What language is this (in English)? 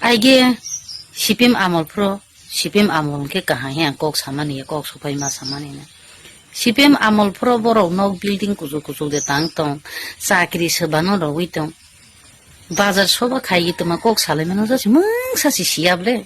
Kok Borok